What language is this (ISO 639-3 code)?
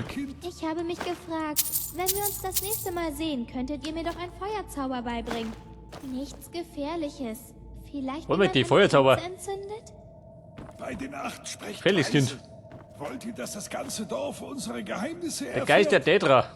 bar